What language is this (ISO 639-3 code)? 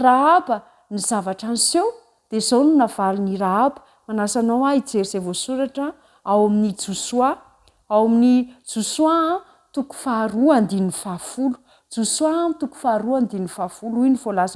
mlg